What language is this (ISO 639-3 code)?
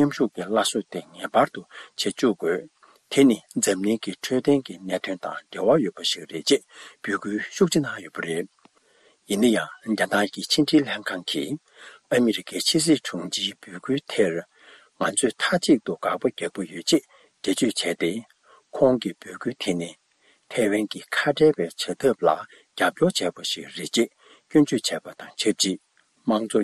bod